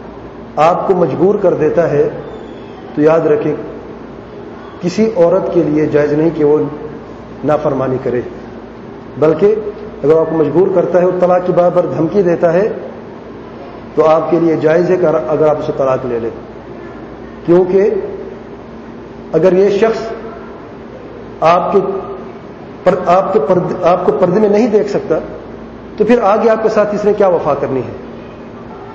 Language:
Urdu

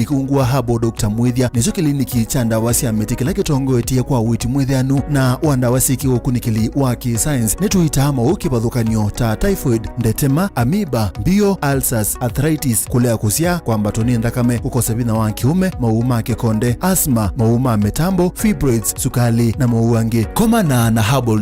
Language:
Kamba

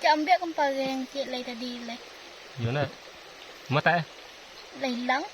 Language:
Minangkabau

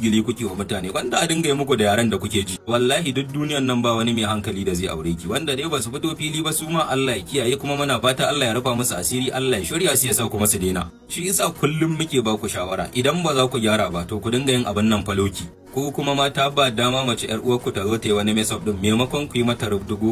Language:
Hausa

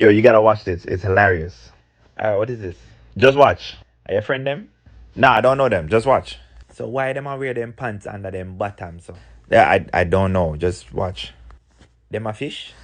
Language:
Jamaican Creole English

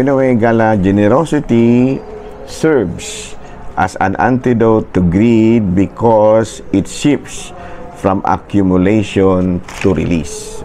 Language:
Cebuano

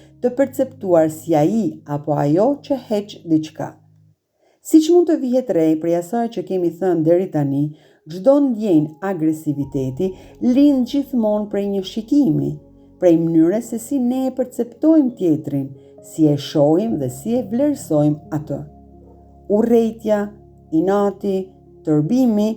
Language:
Albanian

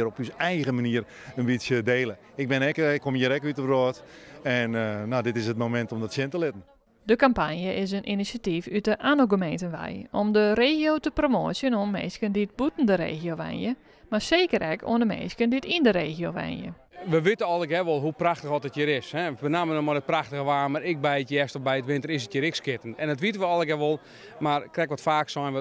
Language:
Western Frisian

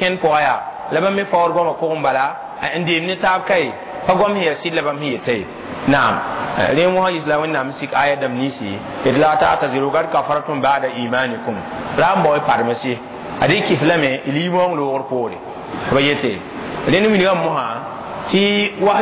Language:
Mossi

